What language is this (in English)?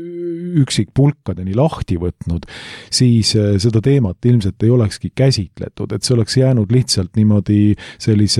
Estonian